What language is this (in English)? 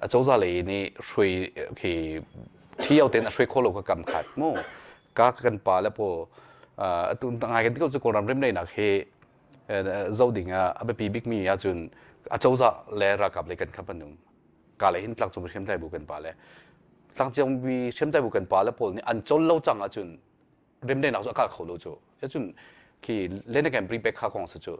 Hakha Chin